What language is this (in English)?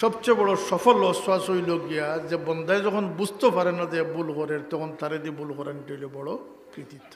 Sylheti